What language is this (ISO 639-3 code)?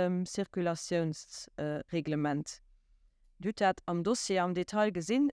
ltz